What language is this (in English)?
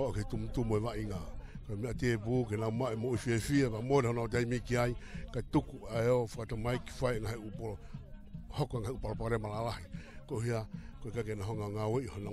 Tongan